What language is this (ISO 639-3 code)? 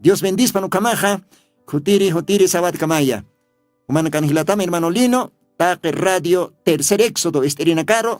aym